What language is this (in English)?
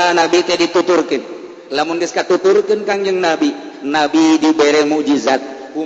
Sundanese